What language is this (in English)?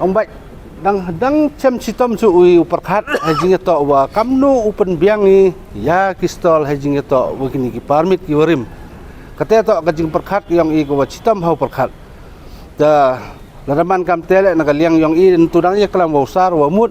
Pnar